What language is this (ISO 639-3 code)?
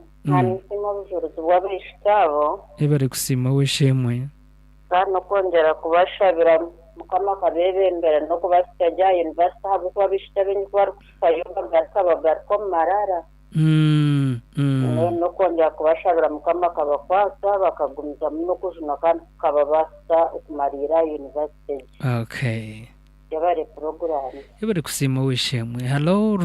nyn